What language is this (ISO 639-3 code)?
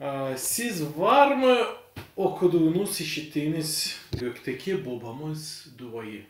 gag